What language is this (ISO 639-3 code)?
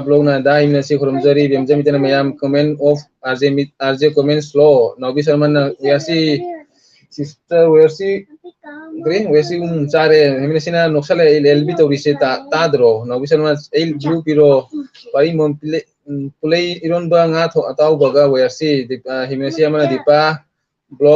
mni